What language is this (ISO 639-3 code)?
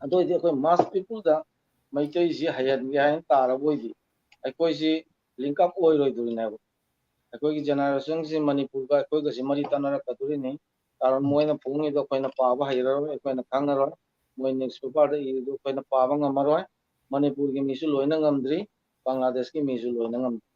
mni